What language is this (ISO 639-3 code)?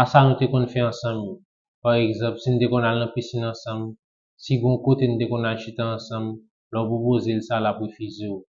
hat